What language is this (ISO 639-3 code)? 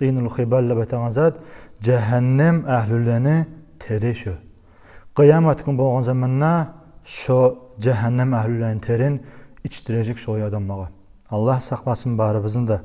kum